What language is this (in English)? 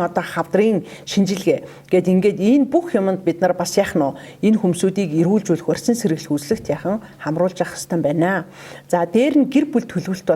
Mongolian